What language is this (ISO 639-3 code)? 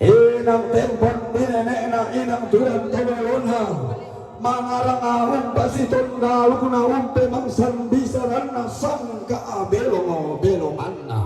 sda